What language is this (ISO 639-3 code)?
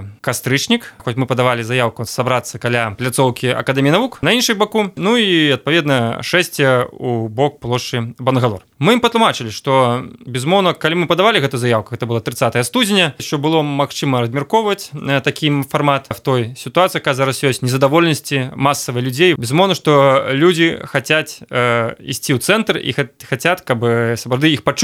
bel